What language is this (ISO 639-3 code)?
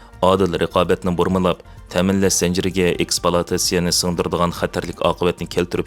uig